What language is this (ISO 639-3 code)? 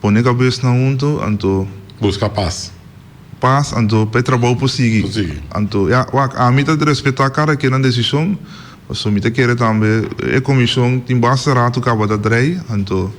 pap